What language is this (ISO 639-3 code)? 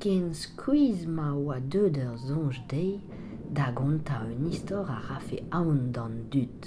bre